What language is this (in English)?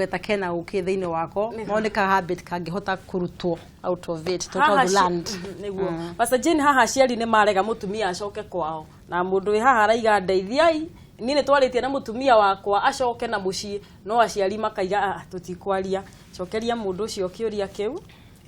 Kikuyu